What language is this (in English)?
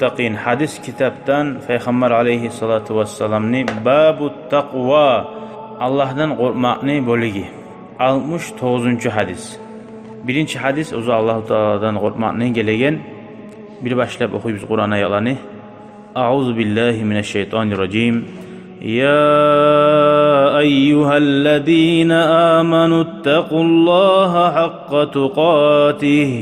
Kumyk